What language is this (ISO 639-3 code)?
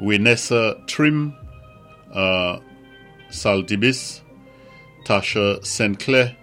acf